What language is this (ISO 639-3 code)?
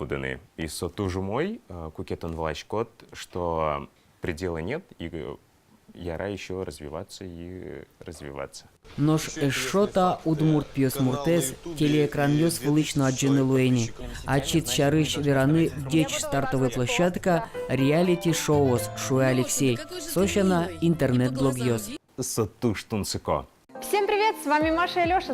udm